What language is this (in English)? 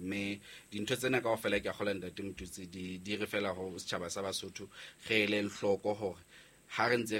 Southern Sotho